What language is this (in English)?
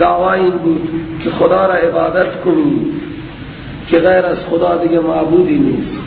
Persian